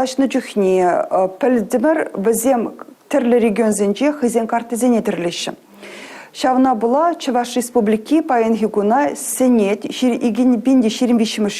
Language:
Chuvash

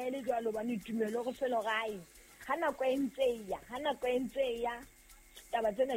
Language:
Southern Sotho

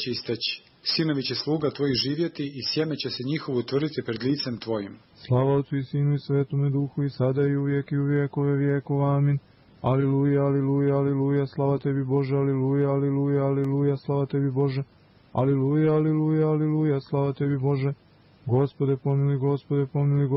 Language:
Serbian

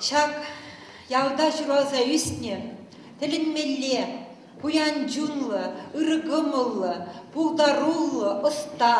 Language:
Chuvash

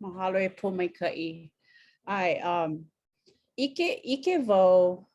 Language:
Hawaiian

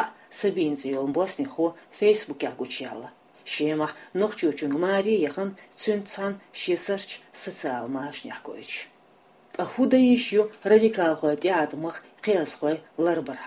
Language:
Chechen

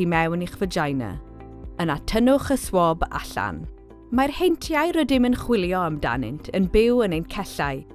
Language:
Welsh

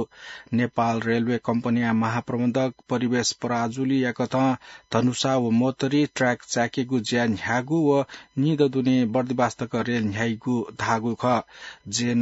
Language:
Newari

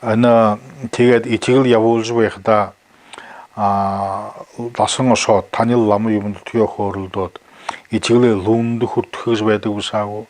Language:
Buriat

